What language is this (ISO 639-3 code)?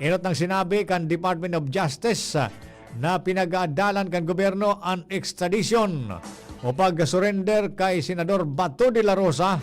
bik